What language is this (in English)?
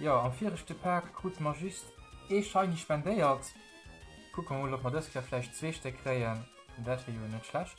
Luxembourgish